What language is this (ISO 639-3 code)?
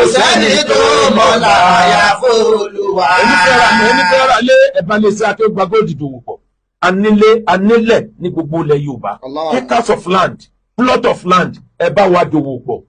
yor